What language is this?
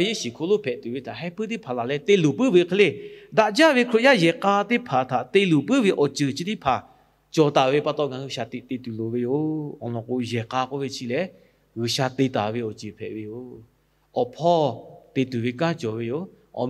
Lahu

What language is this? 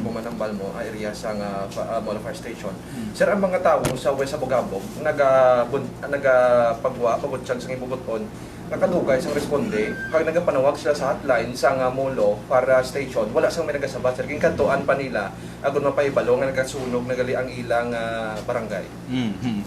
Hiligaynon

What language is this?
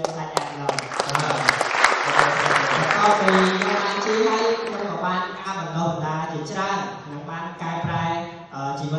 Khmer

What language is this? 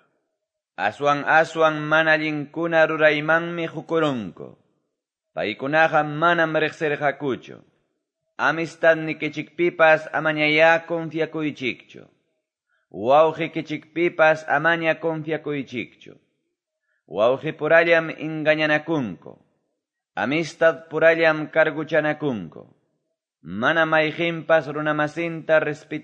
Quechua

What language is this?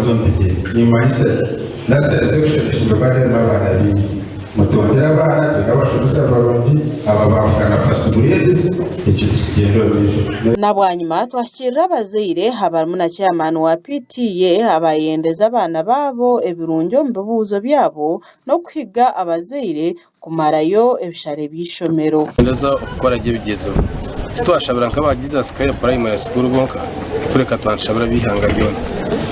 Nyankole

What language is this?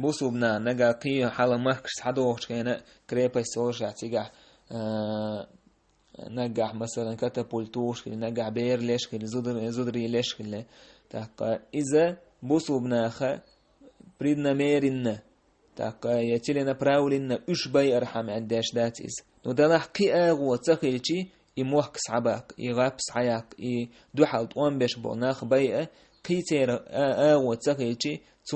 Chechen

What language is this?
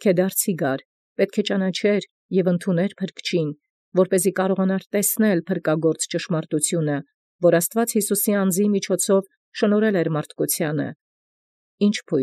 Armenian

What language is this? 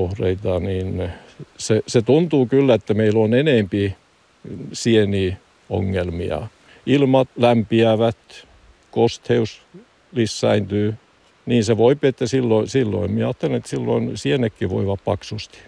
Finnish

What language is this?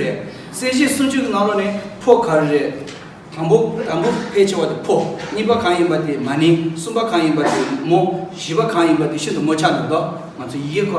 Tibetan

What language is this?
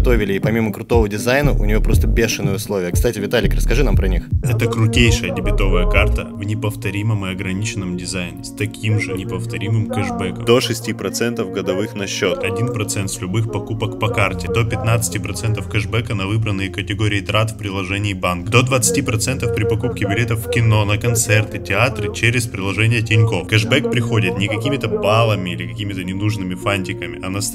Russian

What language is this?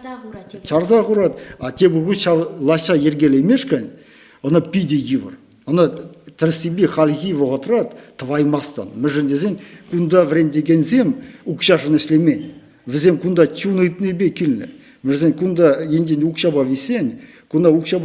Chuvash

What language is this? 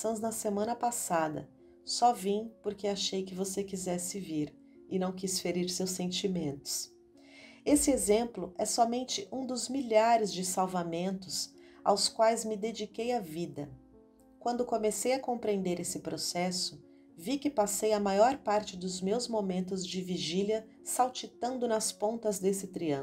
Portuguese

